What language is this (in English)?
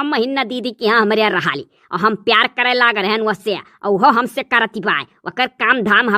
Awadhi